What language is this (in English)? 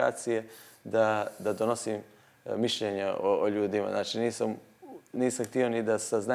Serbian